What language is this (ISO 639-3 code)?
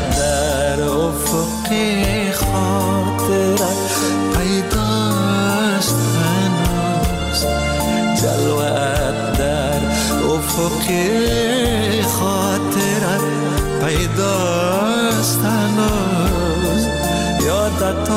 fas